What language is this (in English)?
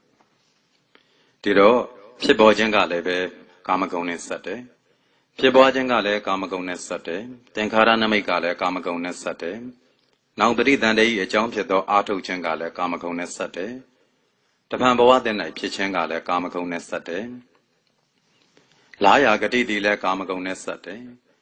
Burmese